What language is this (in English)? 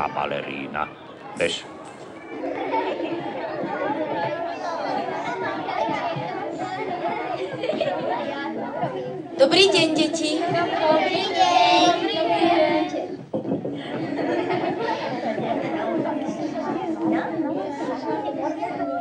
Slovak